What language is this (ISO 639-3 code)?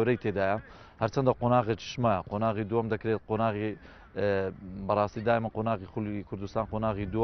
ckb